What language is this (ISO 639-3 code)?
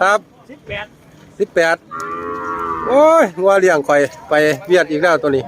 lao